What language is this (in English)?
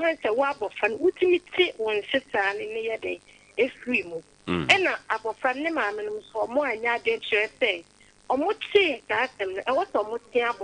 Akan